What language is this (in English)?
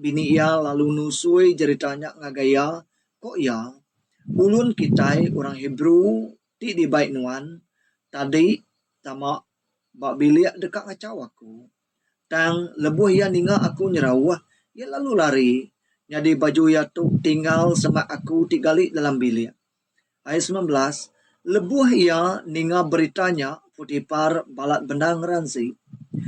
Iban